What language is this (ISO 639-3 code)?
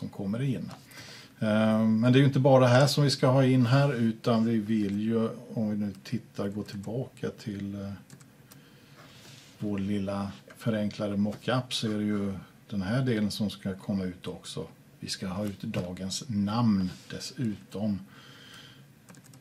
swe